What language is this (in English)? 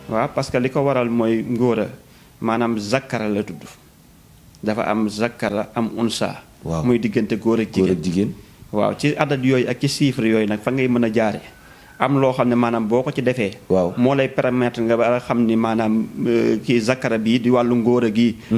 Wolof